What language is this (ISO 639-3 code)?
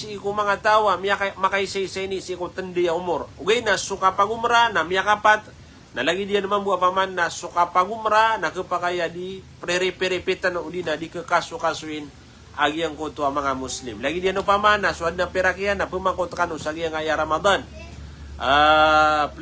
mrw